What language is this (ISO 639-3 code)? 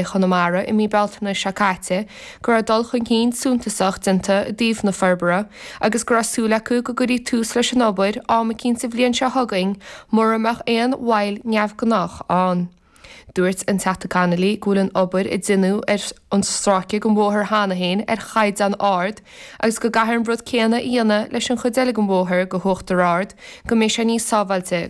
gle